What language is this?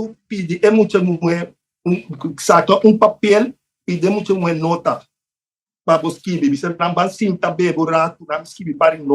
Papiamento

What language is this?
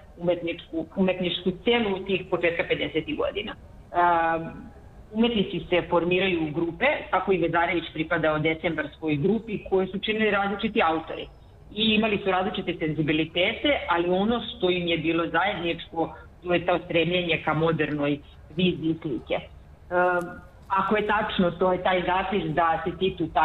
Serbian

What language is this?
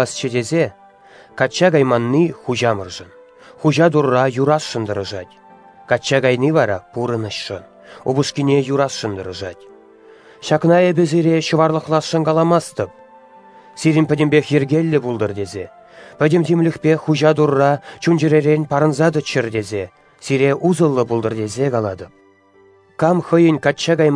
Chuvash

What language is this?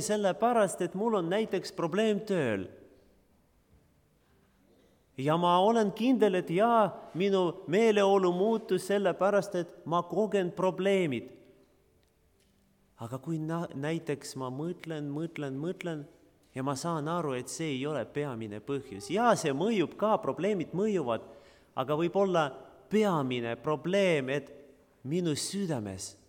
Estonian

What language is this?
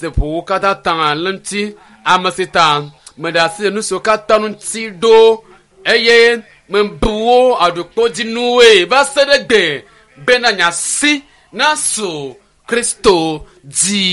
Ewe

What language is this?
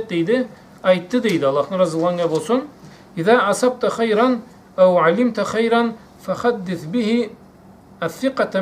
Karachay-Balkar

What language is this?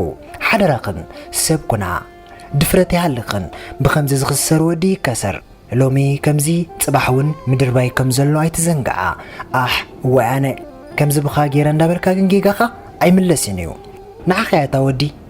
Tigrinya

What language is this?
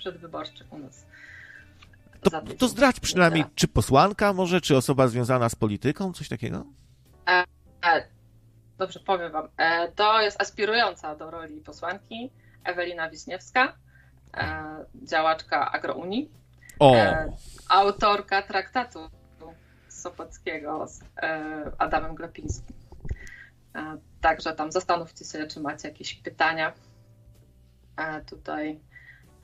Polish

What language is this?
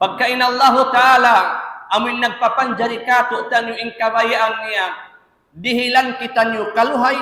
Tausug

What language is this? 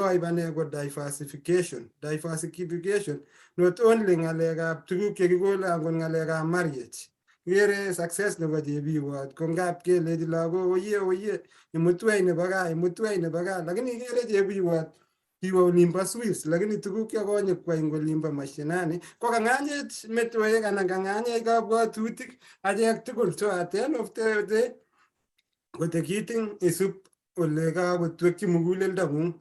Kalenjin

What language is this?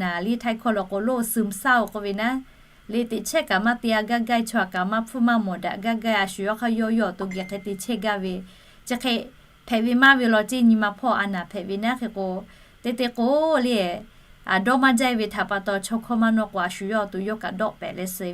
Lahu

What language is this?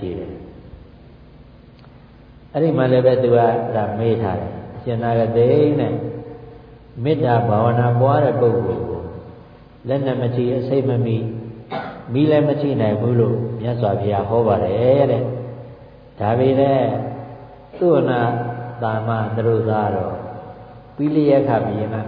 Burmese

